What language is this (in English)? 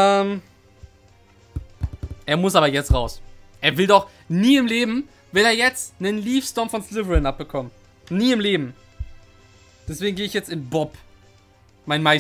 German